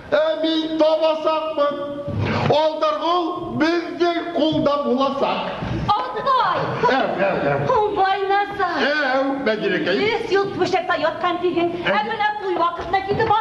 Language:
Bashkir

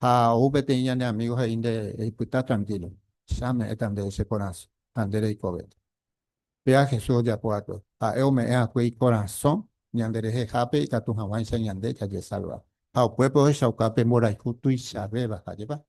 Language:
Guarani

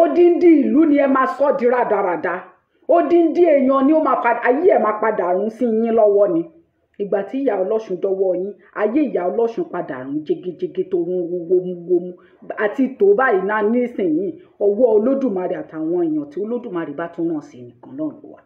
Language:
Yoruba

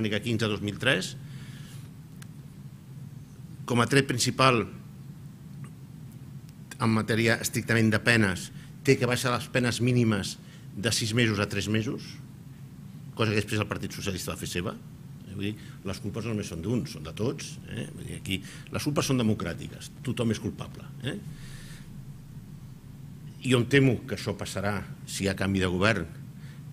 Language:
Catalan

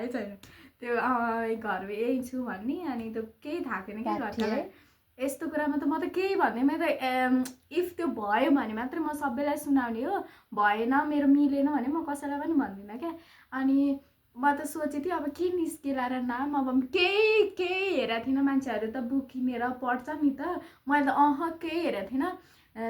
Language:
Nepali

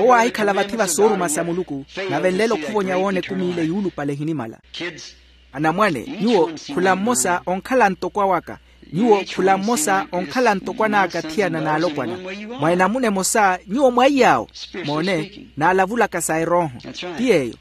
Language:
Makhuwa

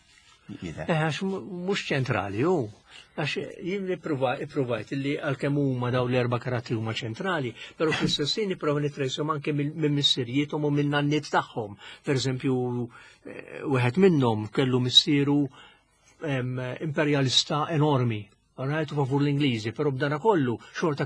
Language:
Maltese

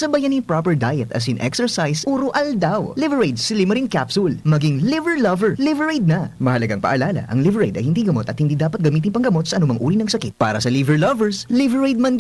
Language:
Bikol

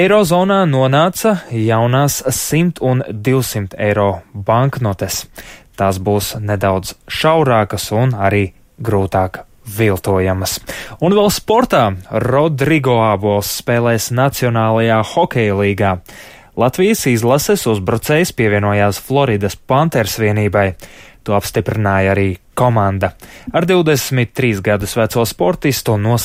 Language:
Latvian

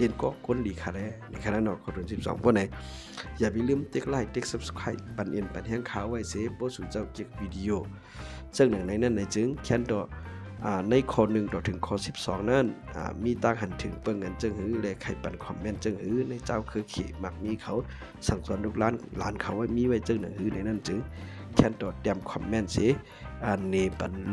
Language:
Shan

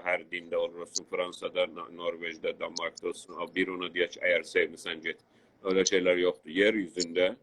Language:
South Azerbaijani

